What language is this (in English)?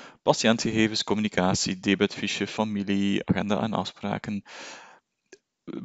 Dutch